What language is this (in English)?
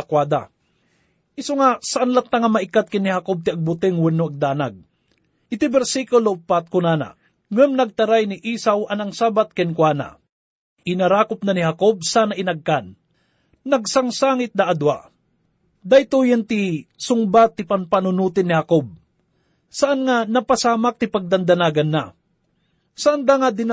Iloko